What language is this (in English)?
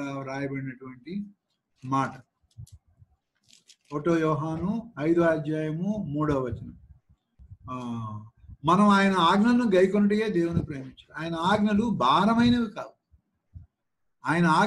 Telugu